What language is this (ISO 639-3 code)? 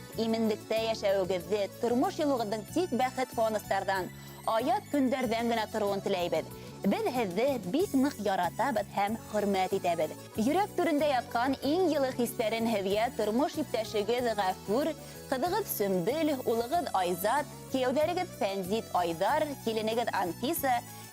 bak